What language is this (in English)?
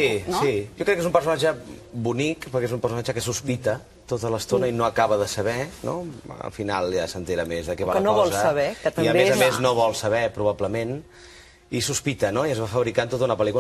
Catalan